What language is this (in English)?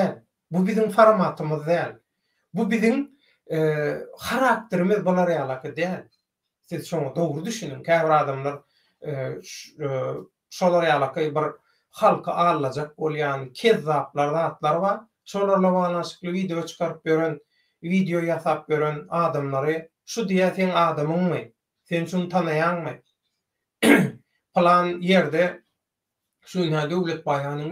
Turkmen